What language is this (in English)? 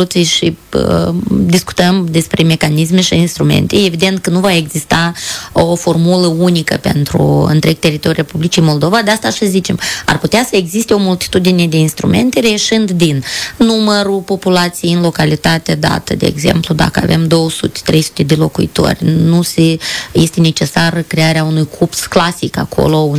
Romanian